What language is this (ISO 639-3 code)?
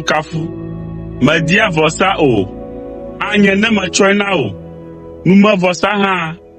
ewe